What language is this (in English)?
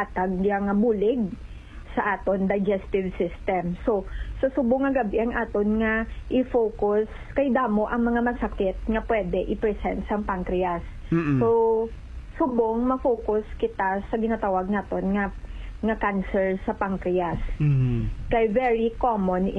Hiligaynon